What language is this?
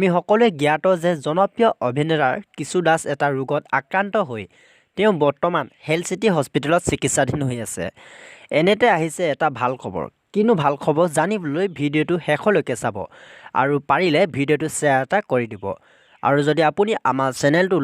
Assamese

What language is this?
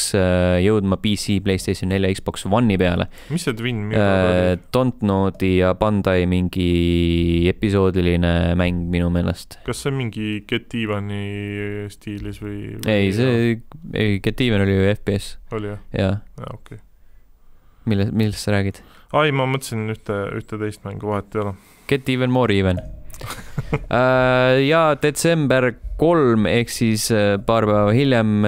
Estonian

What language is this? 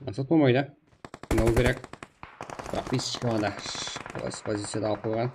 Kara-Kalpak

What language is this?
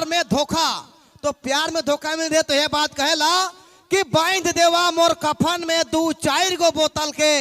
Sadri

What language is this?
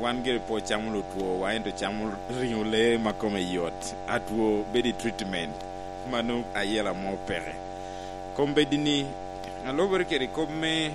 Lango (Uganda)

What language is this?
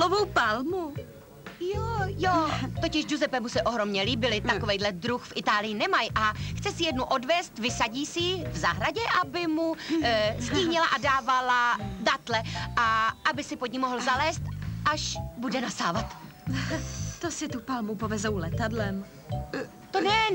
Czech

